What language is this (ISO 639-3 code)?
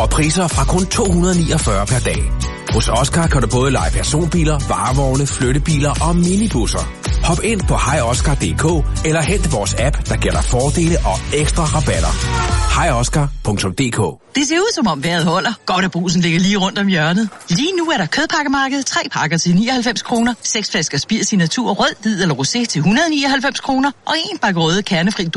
dan